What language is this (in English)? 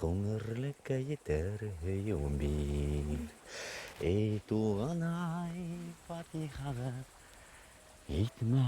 Bashkir